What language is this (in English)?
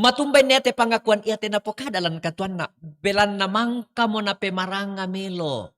Toraja-Sa'dan